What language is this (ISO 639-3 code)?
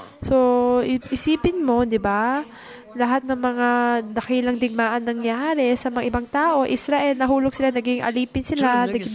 fil